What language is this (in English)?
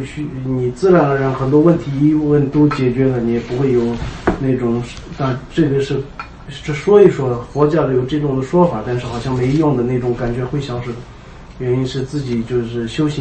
Chinese